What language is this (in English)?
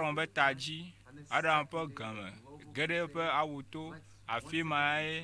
Ewe